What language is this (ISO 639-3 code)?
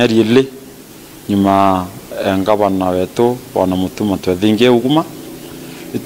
mer